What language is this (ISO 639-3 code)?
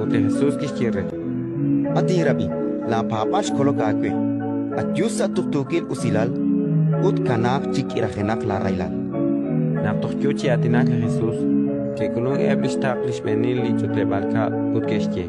kek